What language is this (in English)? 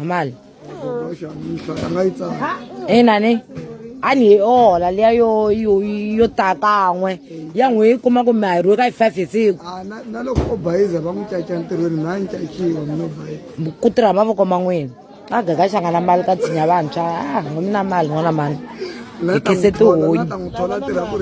Tsonga